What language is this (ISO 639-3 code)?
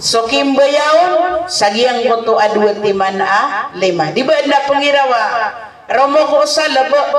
mrw